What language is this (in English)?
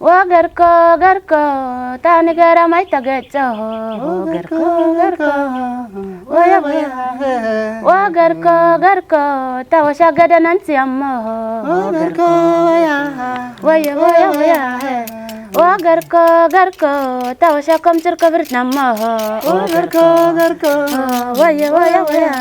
Kafa